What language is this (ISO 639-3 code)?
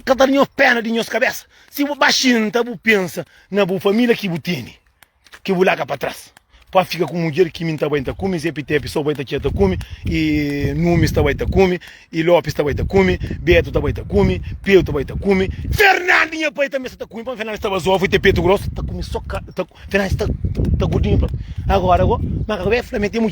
kea